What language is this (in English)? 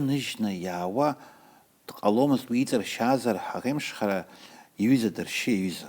Abkhazian